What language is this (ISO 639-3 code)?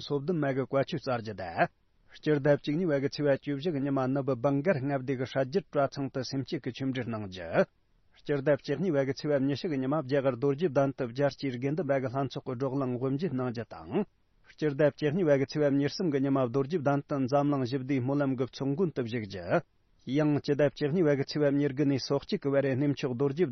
bod